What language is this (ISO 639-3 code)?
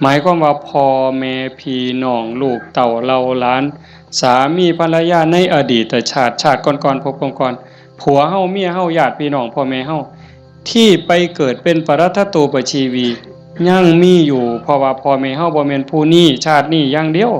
tts